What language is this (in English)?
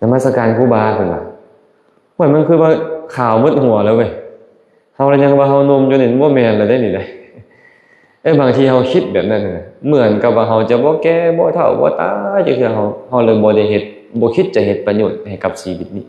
Lao